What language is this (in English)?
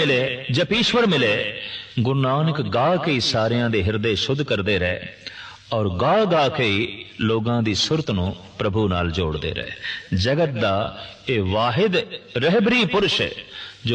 Punjabi